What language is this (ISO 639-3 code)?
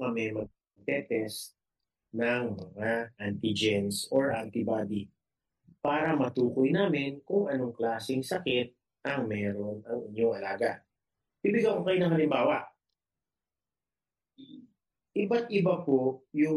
fil